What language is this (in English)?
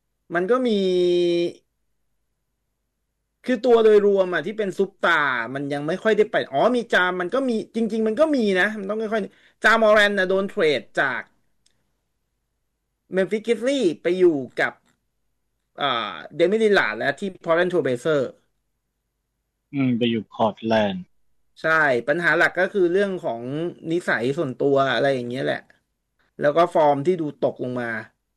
Thai